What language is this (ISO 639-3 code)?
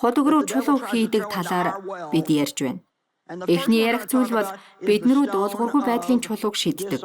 mon